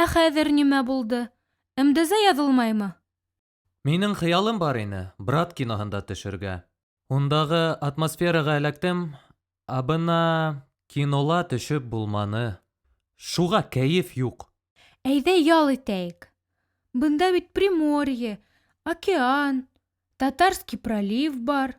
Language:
Bashkir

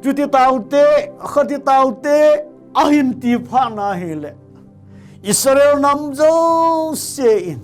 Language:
Thado Chin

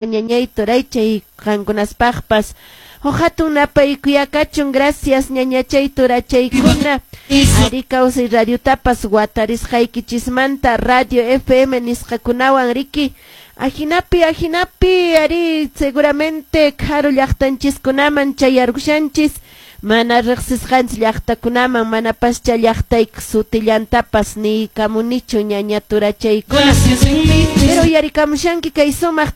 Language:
Quechua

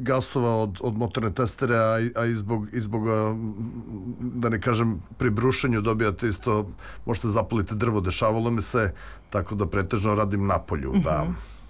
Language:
Serbian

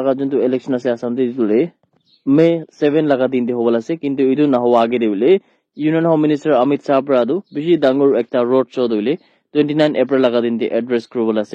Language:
Naga Pidgin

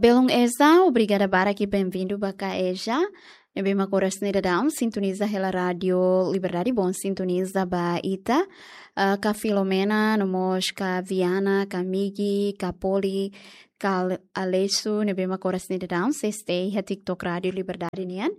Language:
Tetum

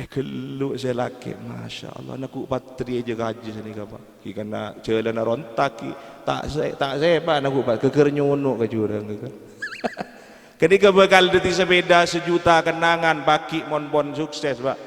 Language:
Madurese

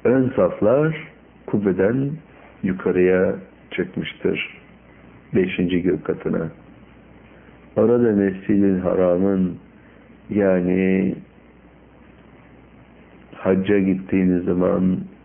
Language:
Turkish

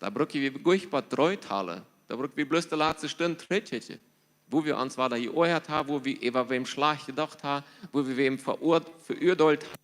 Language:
Plautdietsch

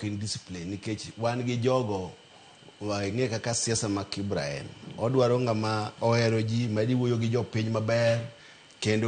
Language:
Luo (Kenya and Tanzania)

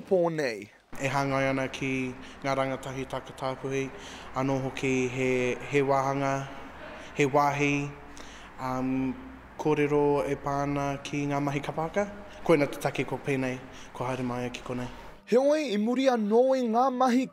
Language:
Māori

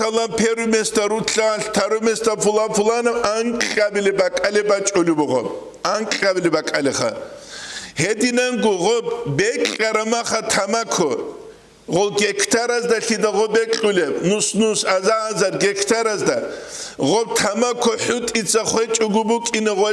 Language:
Avaric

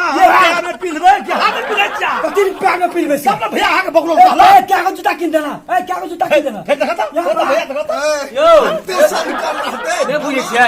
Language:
Maithili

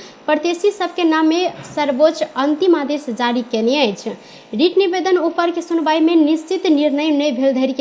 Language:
Maithili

